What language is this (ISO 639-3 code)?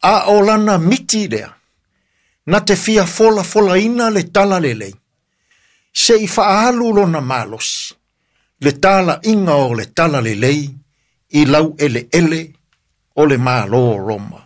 smo